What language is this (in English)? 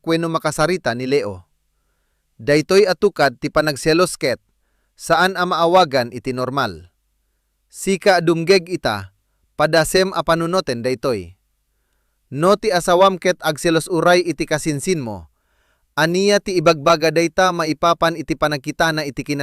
Iloko